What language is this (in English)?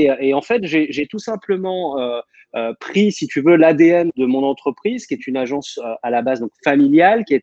French